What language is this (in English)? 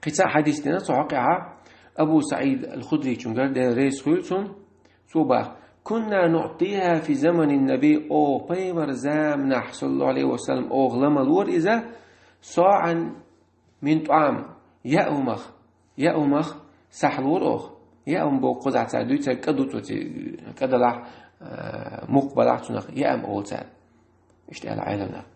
Chechen